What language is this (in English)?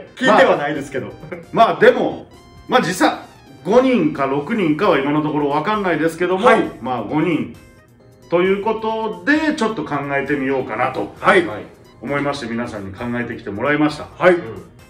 Japanese